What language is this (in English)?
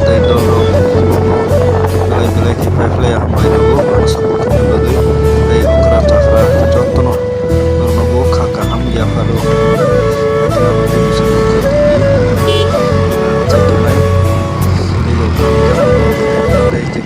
Kok Borok